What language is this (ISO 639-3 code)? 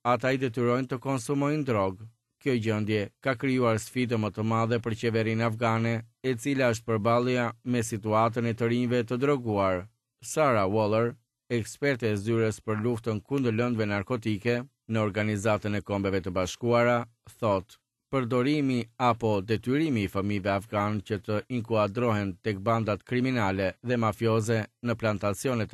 sqi